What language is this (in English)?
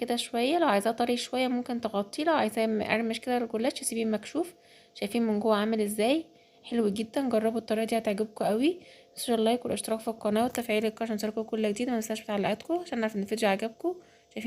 Egyptian Arabic